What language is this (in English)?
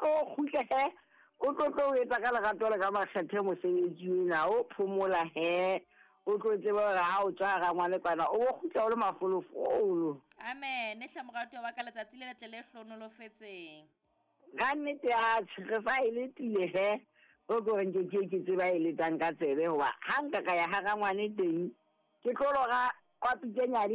Southern Sotho